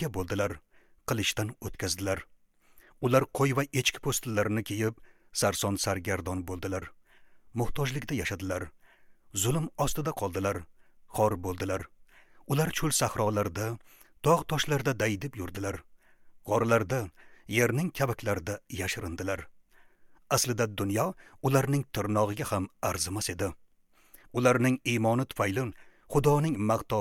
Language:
Uzbek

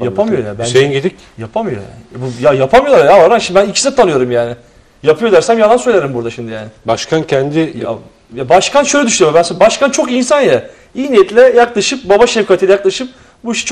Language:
Turkish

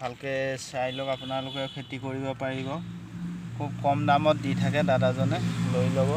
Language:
Assamese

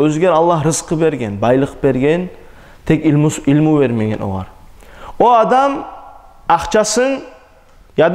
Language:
Kumyk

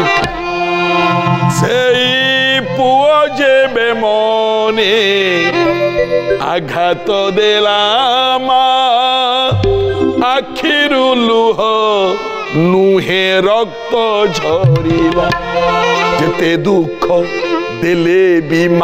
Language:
Odia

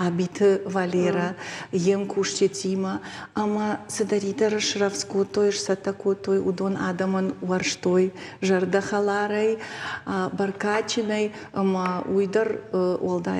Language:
Ossetic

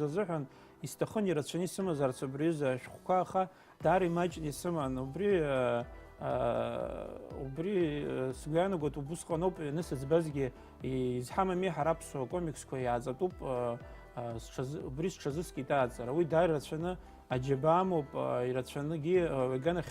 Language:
Abkhazian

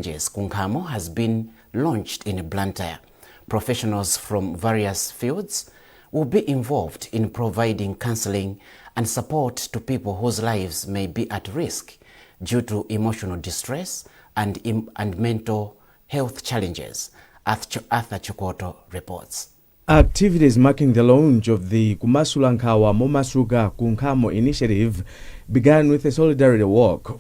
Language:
English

